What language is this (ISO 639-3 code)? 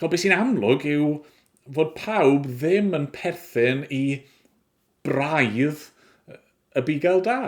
cym